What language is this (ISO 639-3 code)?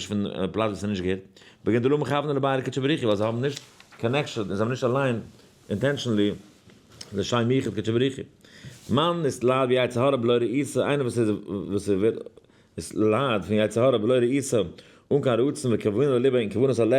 yid